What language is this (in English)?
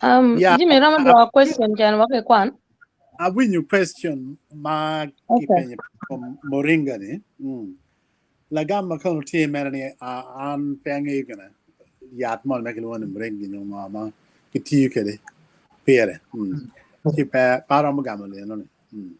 Acoli